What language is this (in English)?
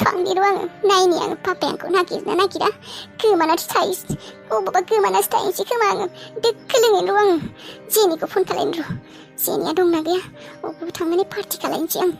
Bodo